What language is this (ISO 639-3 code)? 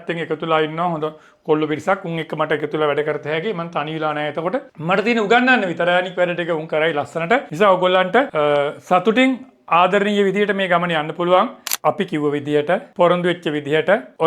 sin